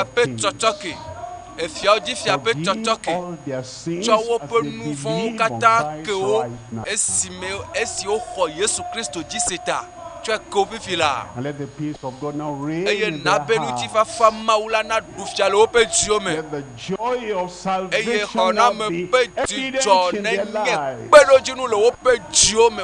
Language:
Ewe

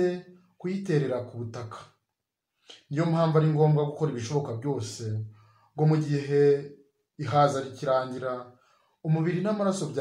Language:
Kinyarwanda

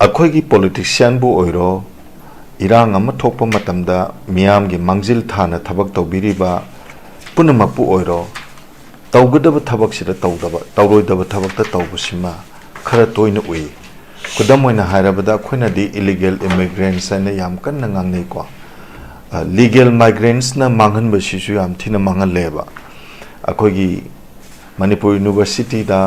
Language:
Manipuri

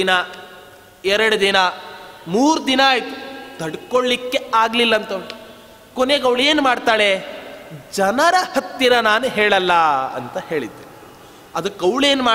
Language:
Kannada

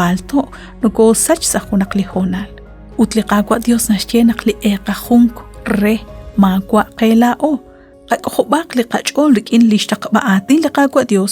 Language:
Kekchí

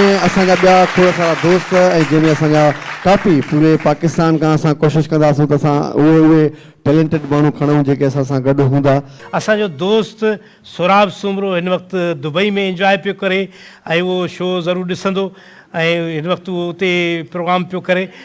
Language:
Sindhi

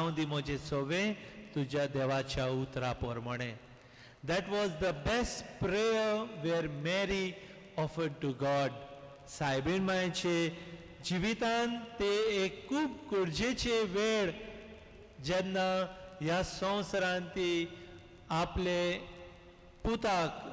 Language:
Konkani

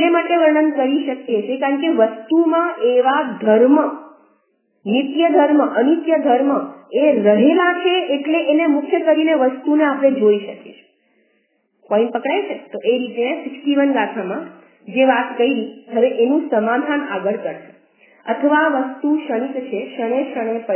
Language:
Gujarati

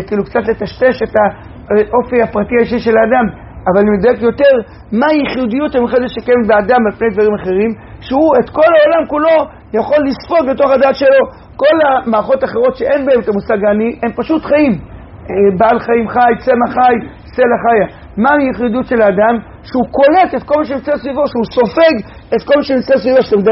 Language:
Hebrew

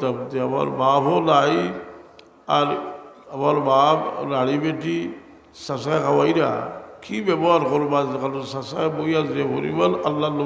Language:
Sylheti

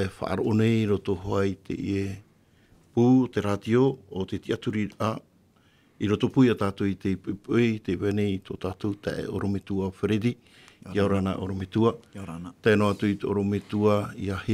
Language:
Tahitian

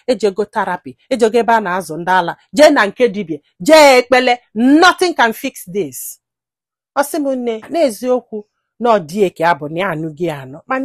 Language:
Igbo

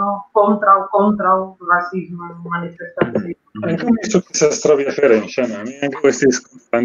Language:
Esperanto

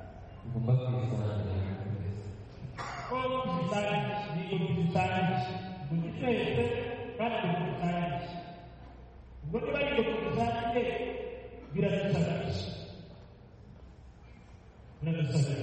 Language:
Kinyarwanda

